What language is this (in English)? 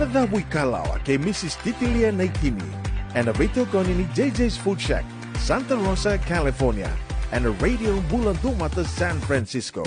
Fijian